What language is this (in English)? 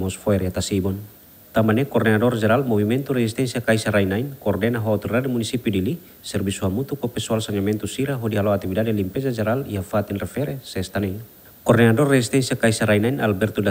Tetum